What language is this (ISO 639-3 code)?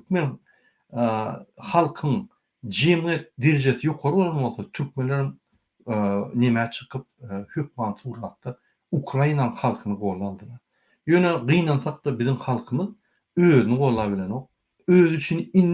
tuk